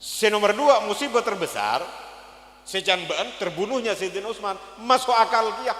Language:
Madurese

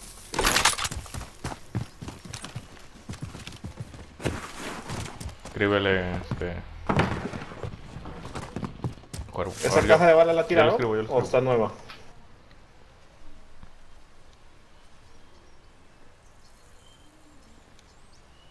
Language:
Spanish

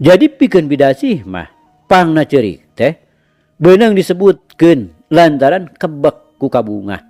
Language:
Sundanese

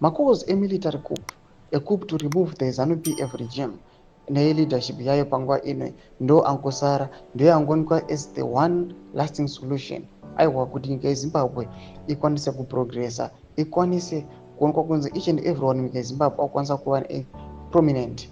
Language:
Shona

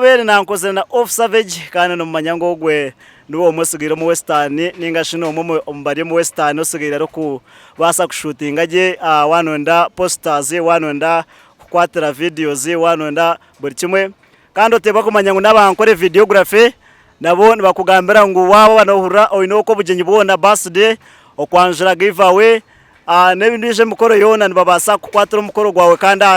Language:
Nyankole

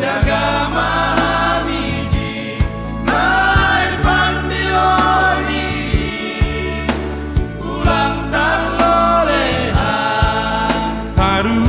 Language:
Batak Simalungun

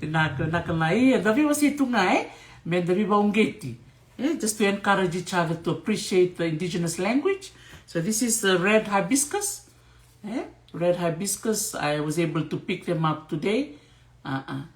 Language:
Fijian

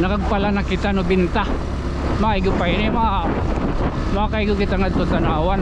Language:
Waray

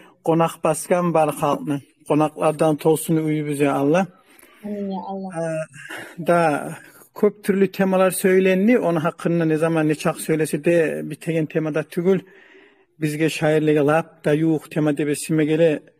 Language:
Kumyk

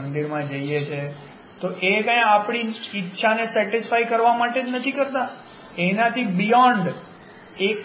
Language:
Gujarati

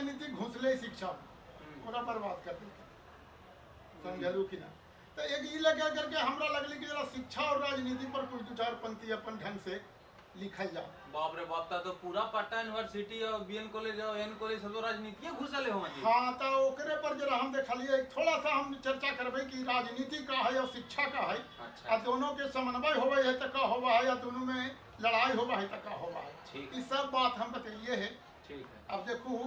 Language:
Magahi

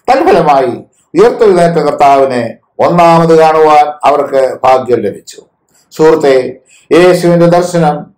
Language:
Malayalam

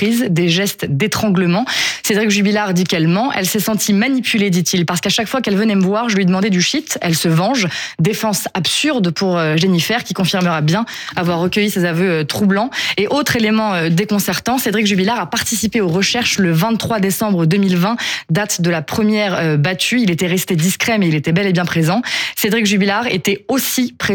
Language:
French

